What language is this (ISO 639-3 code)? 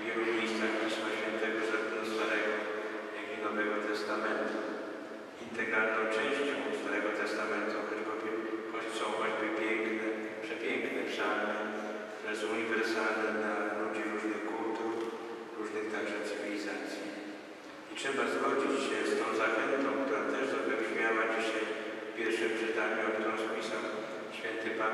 pol